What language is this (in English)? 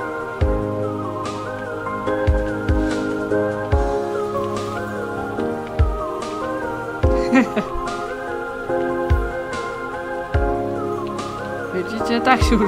Polish